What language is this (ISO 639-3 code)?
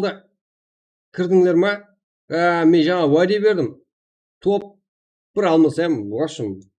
kaa